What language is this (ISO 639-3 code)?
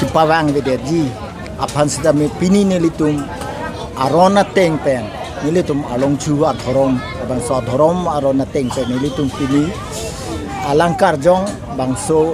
mjw